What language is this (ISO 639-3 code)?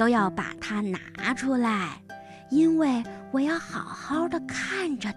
zho